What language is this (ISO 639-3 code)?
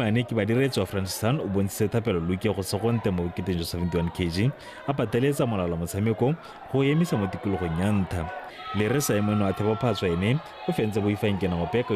tsn